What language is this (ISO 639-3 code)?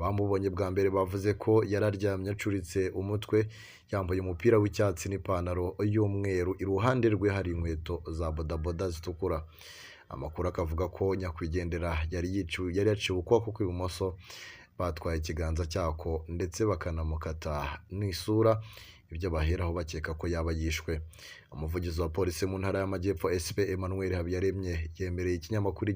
kin